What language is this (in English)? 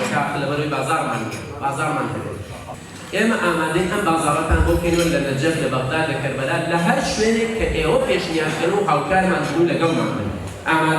Central Kurdish